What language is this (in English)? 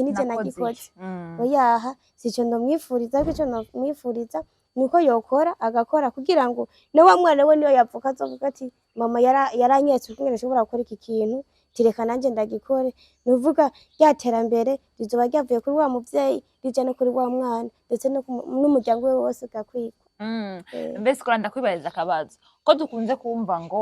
Rundi